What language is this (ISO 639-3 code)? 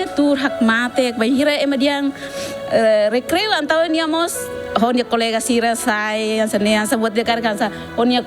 tet